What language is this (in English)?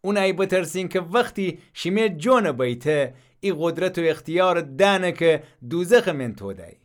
Gilaki